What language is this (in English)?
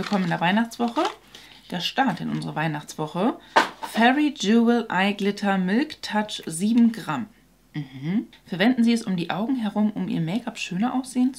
German